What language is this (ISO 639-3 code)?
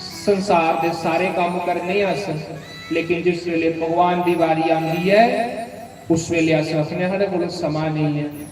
doi